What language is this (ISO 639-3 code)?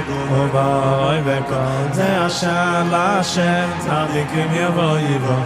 yid